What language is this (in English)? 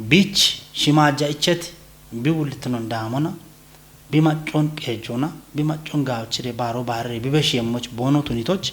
Kafa